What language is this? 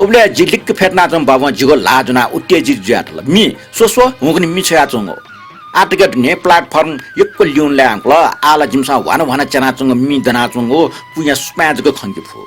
Newari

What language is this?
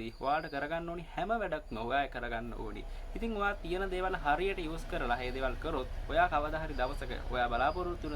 Sinhala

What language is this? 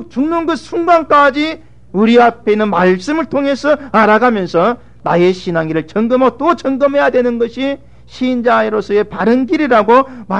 Korean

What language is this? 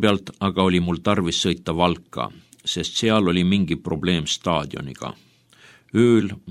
Estonian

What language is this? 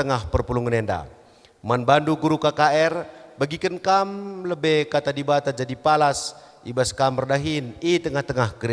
Batak Karo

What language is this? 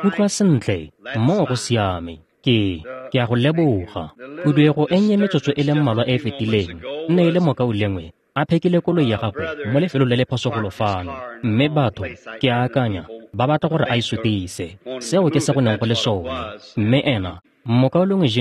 Tswana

